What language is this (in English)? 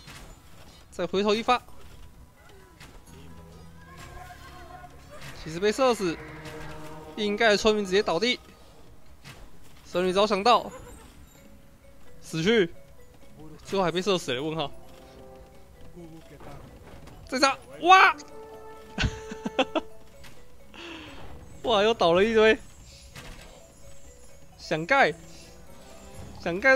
Chinese